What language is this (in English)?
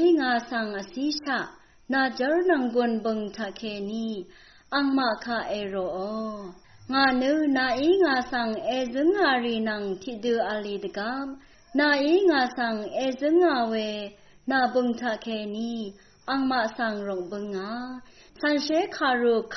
Rawang